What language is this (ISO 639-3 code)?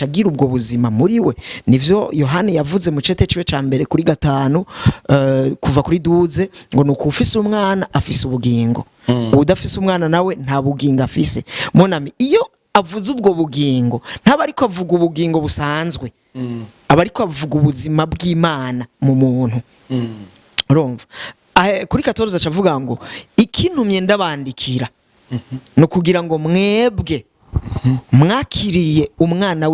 run